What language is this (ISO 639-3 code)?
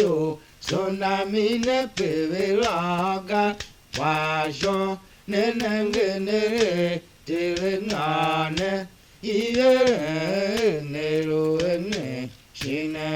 tiv